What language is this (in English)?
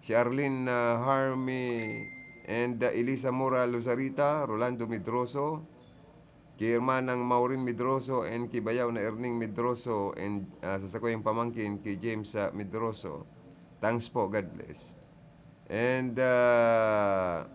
Bikol